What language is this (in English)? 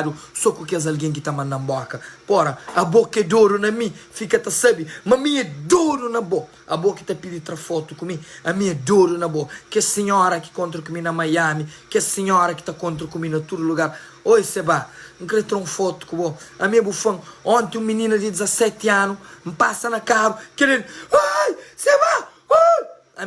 Kabuverdianu